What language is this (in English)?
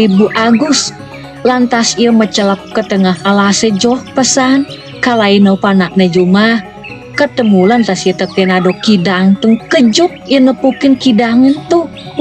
Balinese